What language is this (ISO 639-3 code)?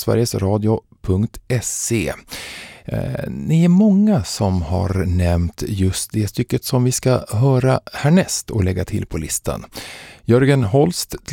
swe